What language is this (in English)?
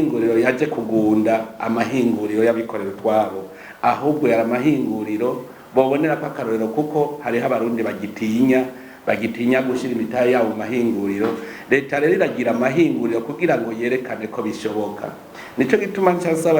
Rundi